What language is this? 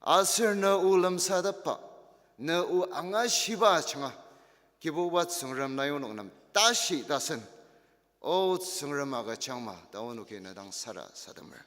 Ao Naga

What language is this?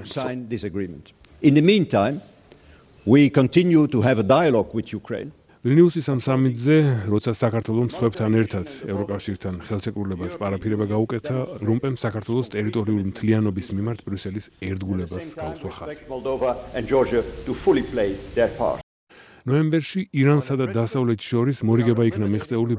Georgian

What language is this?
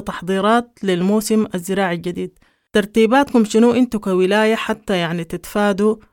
Sudanese Arabic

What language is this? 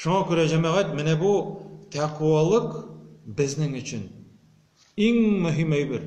Tatar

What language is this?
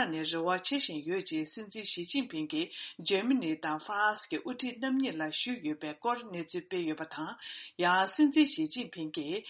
Tibetan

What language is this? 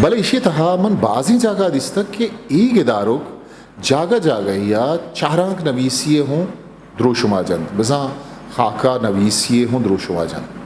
Eastern Balochi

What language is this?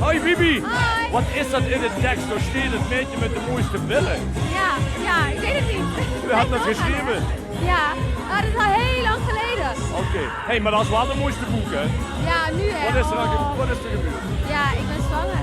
Limburgish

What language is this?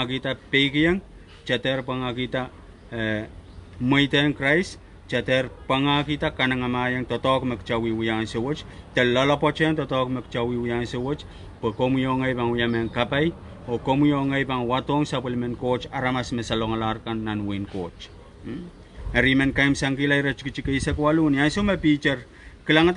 Pohnpeian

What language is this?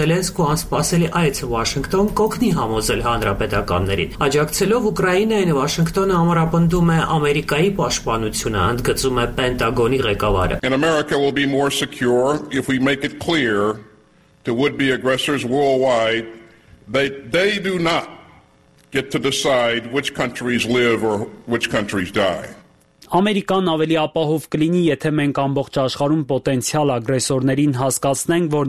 Armenian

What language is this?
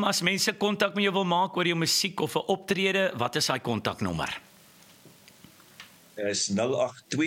Afrikaans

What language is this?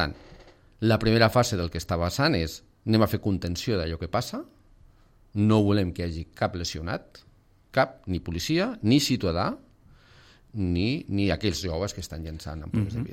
Catalan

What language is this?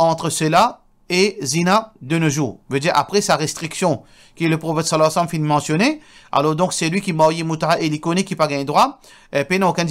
Morisyen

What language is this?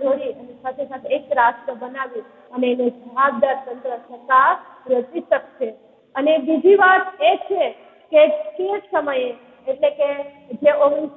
Gujarati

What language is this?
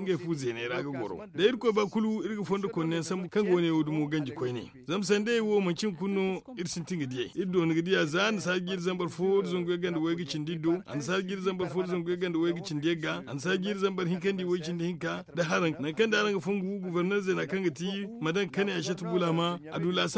Zarma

